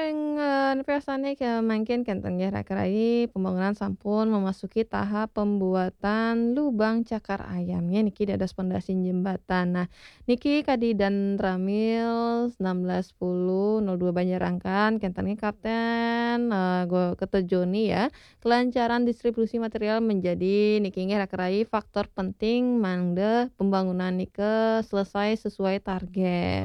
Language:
Balinese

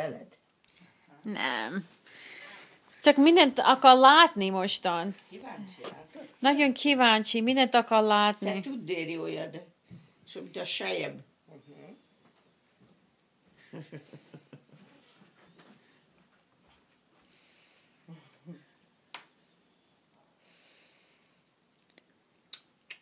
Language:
Hungarian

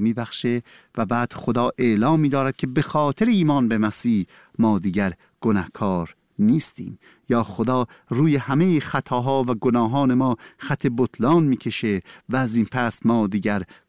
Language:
Persian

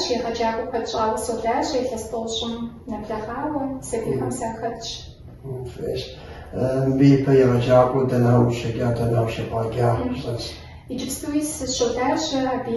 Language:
Kabardian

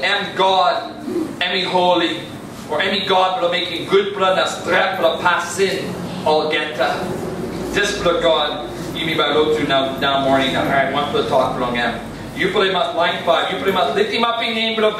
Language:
Tok Pisin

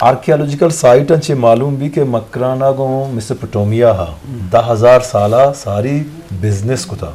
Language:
Eastern Balochi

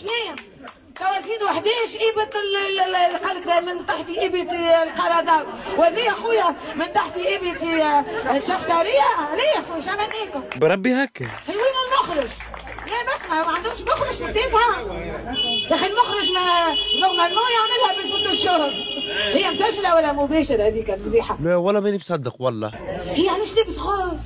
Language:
Tunisian Arabic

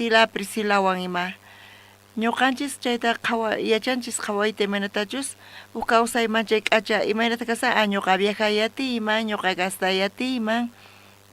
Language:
South Bolivian Quechua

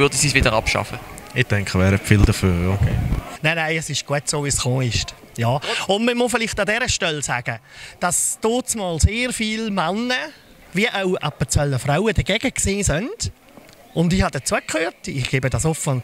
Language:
Swiss German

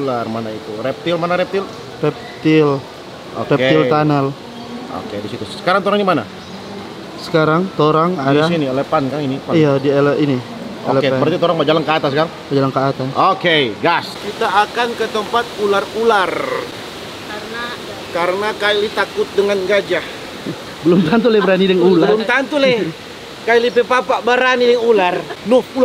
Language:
Manado Malay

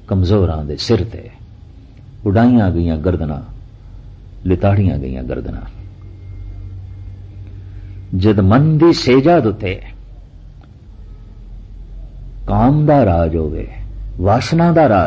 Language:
Punjabi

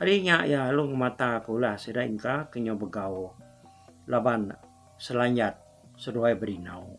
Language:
Iban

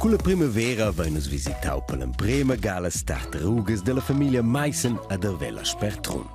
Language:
Romansh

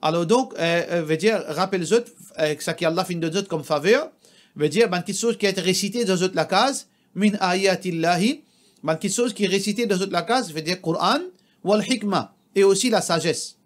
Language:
Morisyen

